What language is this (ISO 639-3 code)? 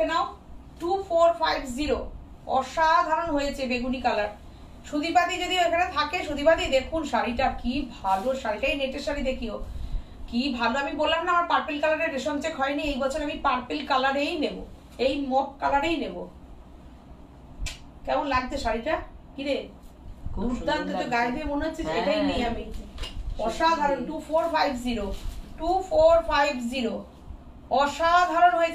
ben